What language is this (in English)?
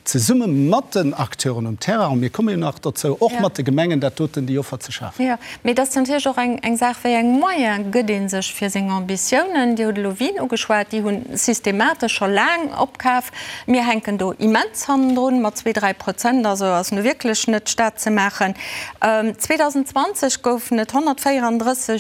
Luxembourgish